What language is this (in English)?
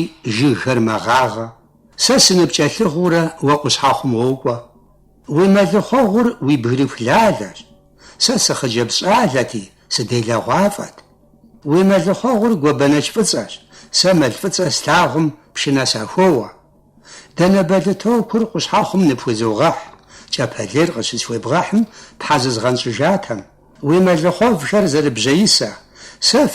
Kabardian